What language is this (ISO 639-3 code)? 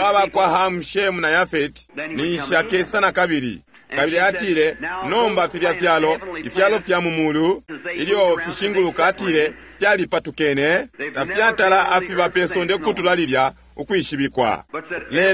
bem